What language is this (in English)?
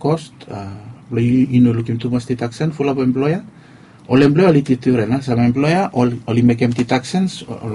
Bislama